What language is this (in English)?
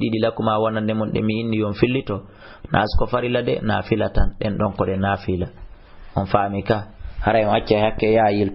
Fula